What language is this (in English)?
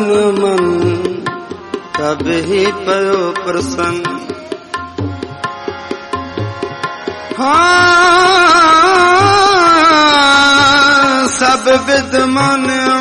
Punjabi